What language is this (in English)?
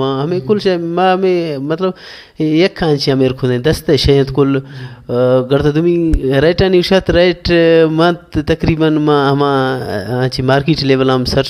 Baluchi